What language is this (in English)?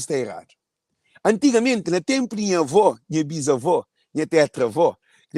Kabuverdianu